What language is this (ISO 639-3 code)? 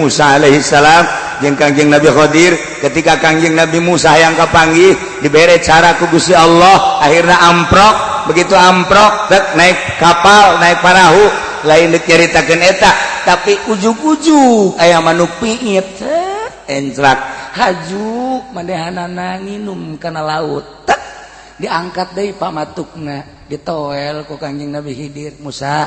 sun